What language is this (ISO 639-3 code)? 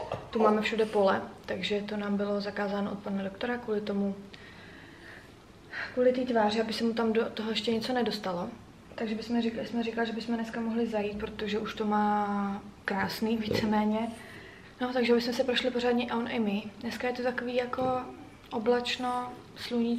ces